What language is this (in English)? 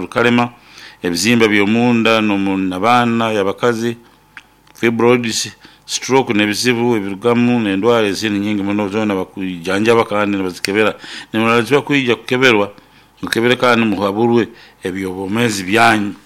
Nyoro